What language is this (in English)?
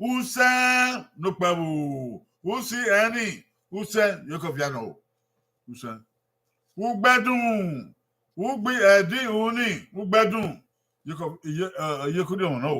Bini